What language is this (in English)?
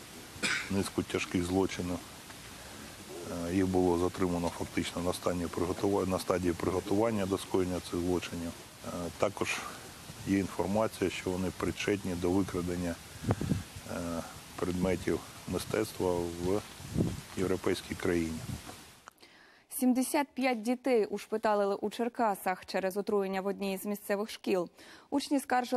Ukrainian